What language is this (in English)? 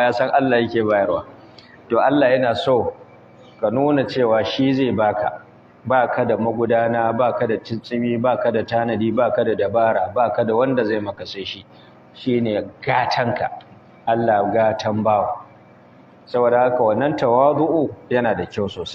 Hausa